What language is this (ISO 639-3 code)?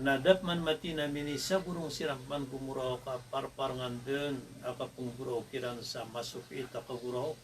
mrw